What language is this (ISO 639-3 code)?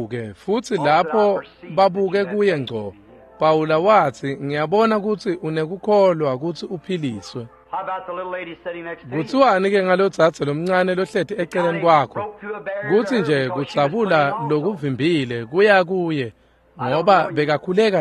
ssw